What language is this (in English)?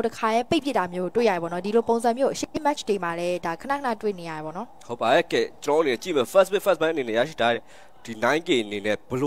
Burmese